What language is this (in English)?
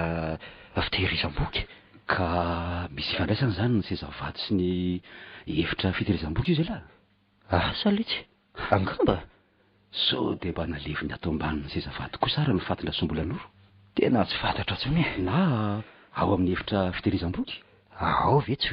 Malagasy